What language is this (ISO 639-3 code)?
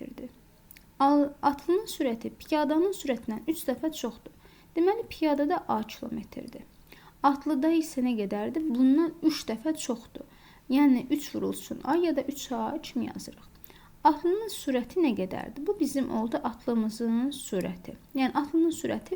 aze